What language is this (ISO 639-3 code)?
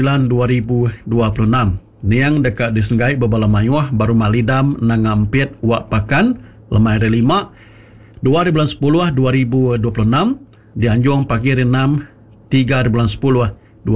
iba